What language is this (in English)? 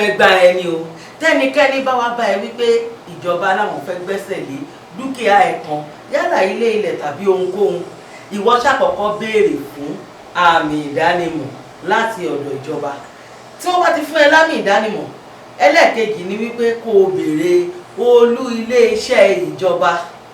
Yoruba